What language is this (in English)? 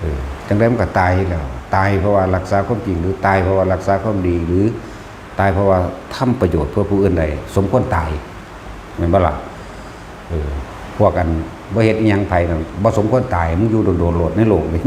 Northeastern Thai